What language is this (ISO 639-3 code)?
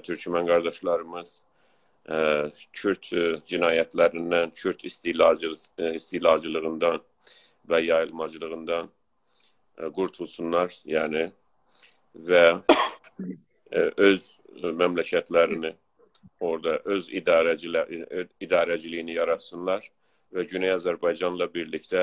azb